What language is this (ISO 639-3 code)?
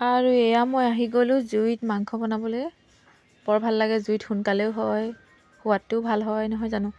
asm